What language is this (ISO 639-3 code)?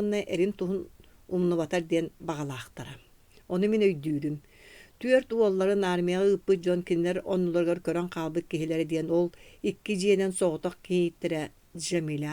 sah